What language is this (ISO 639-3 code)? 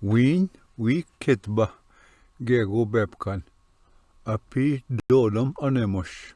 oji